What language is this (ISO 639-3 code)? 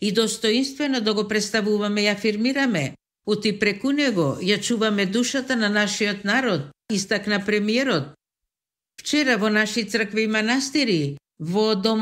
mkd